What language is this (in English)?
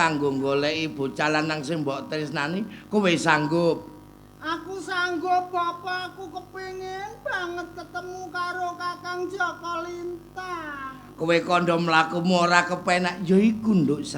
Javanese